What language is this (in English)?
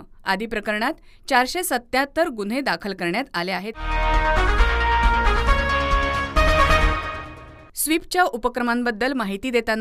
Marathi